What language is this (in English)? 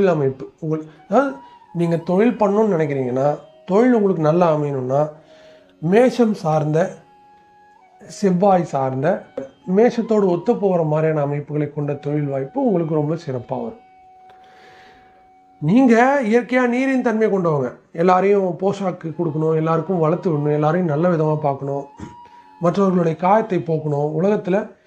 Tamil